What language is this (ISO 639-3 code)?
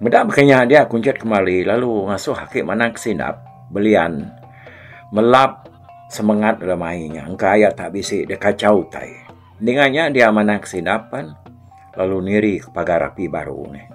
iba